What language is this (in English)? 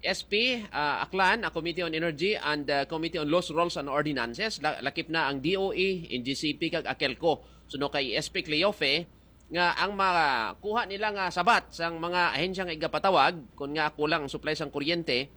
Hiligaynon